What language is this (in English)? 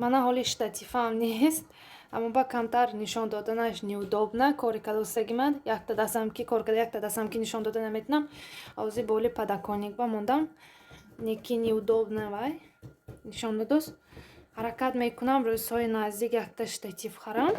Tajik